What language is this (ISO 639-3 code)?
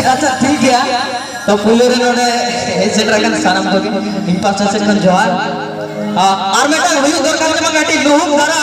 sat